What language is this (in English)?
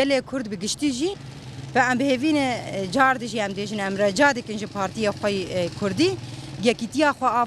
Kurdish